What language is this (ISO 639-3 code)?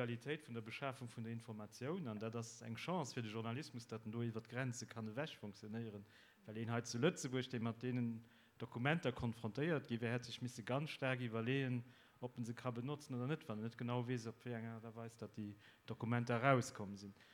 ltz